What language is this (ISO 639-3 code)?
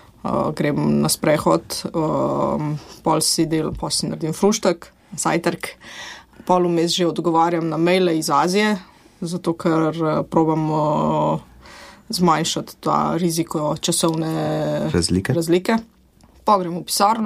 slv